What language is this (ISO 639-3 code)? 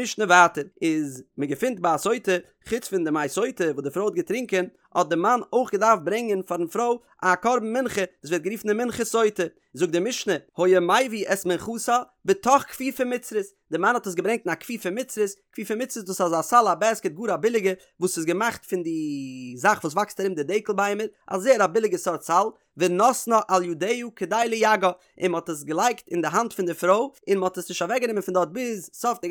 yid